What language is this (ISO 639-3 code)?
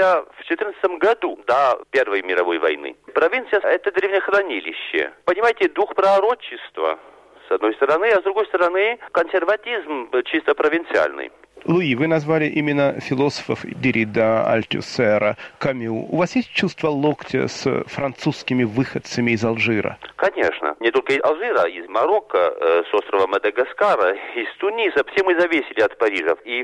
rus